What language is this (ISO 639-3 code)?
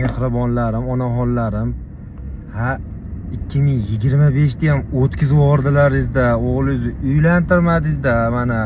uzb